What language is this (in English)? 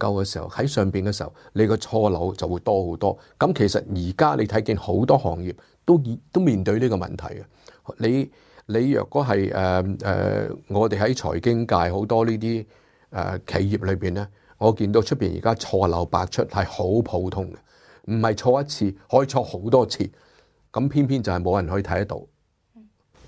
Cantonese